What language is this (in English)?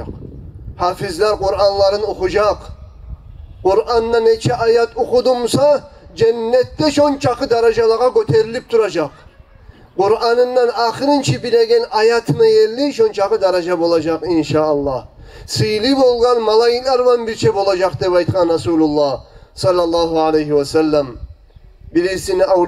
Kumyk